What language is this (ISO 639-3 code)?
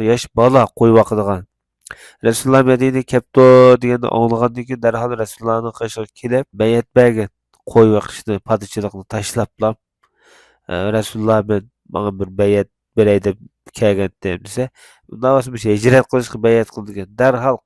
uig